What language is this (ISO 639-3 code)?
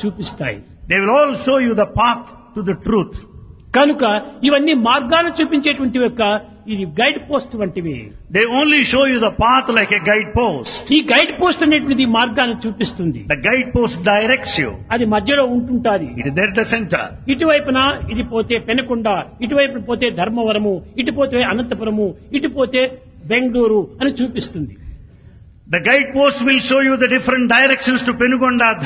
tel